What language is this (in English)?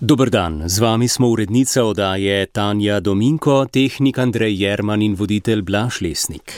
Slovenian